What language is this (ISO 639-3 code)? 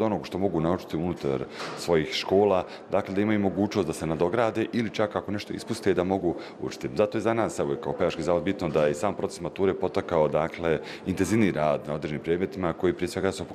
bos